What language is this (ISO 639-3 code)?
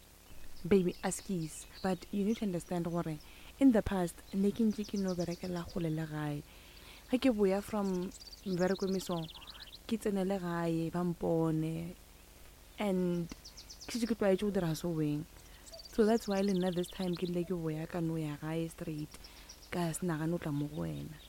nso